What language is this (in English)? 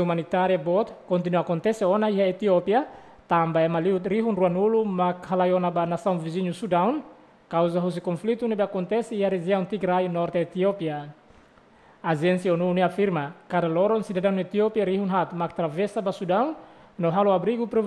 Tetum